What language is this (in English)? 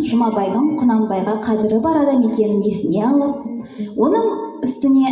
Kazakh